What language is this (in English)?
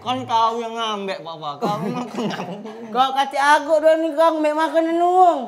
Musi